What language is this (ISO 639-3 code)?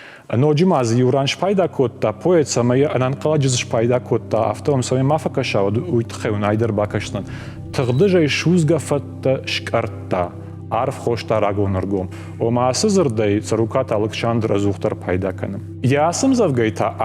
oss